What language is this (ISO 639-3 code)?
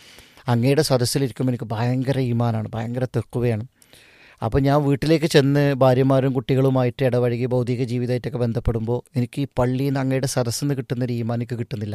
mal